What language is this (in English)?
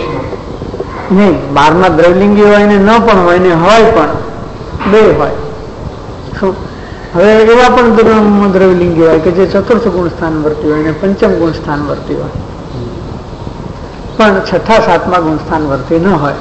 Gujarati